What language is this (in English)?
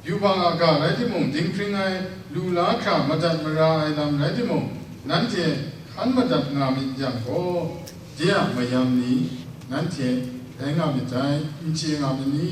Kachin